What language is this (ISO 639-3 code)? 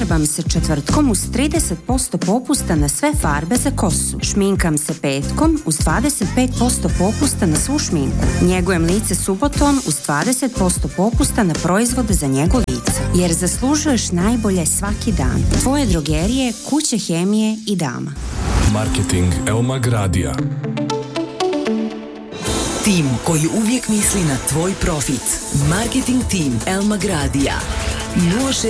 srp